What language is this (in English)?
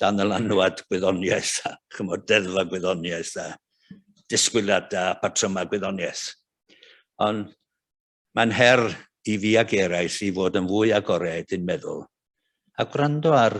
Welsh